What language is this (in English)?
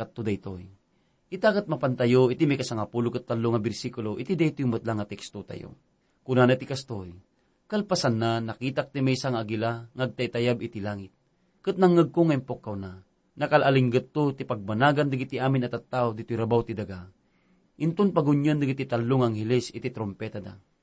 Iloko